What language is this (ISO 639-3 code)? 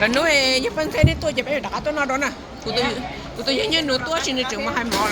hmn